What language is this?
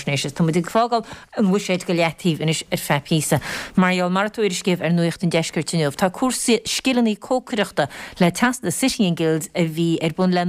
Irish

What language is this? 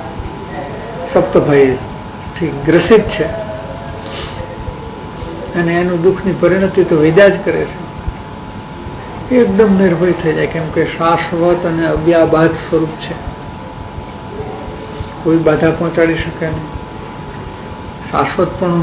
Gujarati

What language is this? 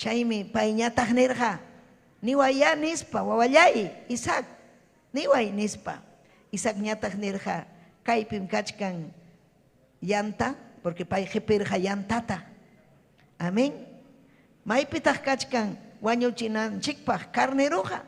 Ayacucho Quechua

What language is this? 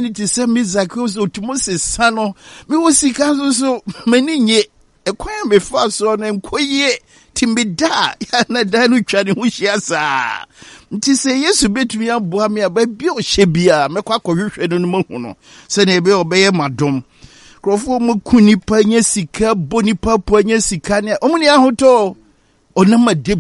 Akan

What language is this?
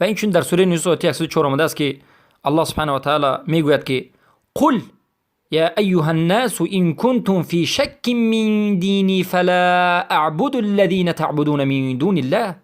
Persian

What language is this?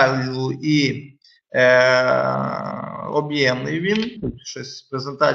Ukrainian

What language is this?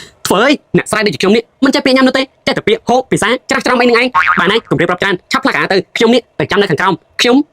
Khmer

